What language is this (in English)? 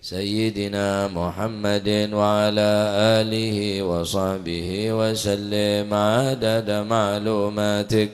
Madurese